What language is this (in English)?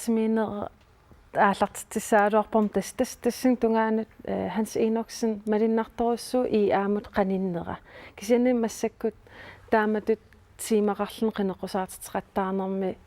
Kalaallisut